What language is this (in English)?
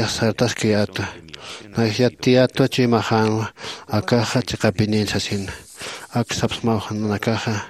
Aymara